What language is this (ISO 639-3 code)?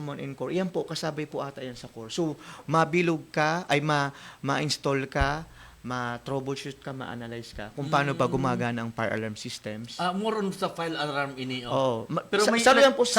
bik